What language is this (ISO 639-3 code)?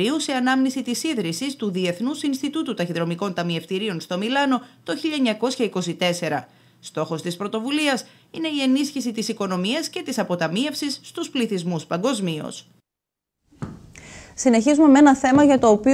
ell